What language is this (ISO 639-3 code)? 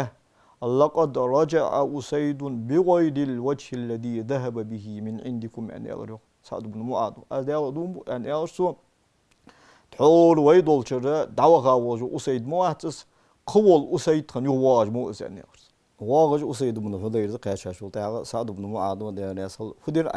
inh